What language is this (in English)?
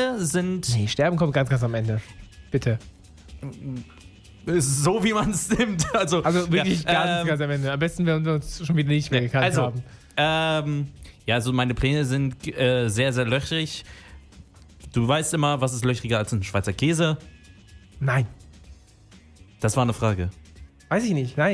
German